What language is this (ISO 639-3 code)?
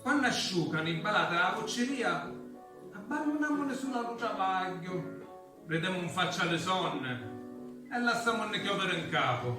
scn